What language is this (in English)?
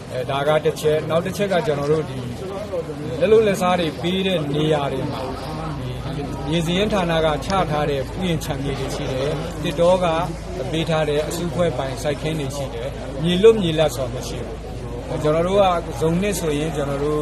Burmese